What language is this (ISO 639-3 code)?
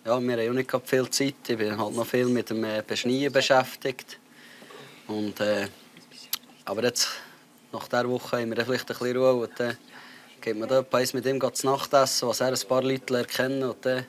gsw